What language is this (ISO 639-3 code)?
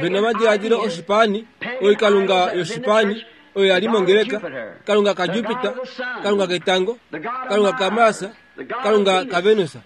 kua